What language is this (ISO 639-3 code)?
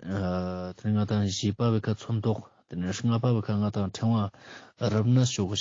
lbj